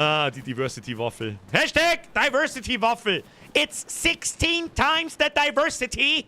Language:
Bavarian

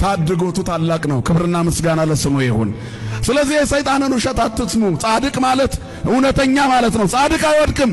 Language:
Amharic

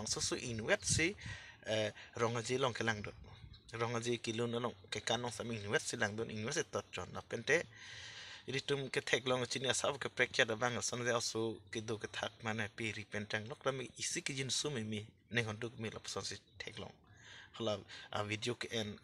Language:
Karbi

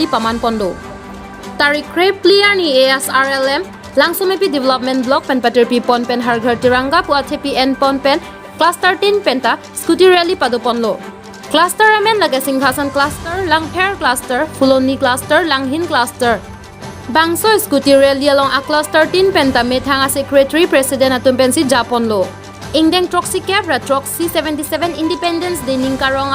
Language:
Karbi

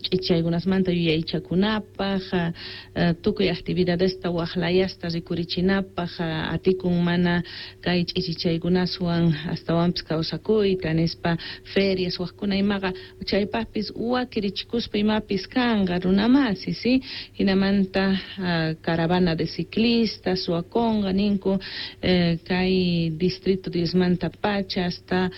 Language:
South Bolivian Quechua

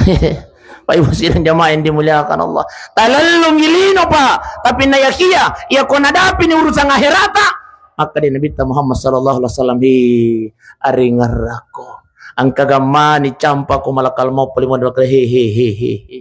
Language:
Buginese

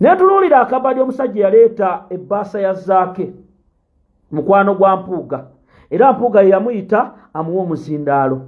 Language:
Ganda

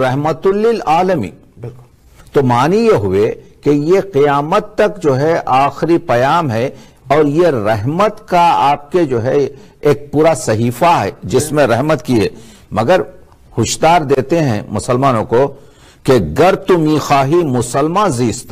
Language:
Urdu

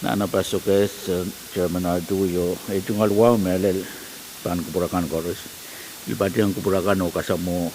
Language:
Pohnpeian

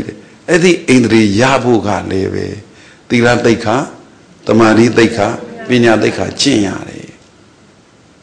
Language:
Burmese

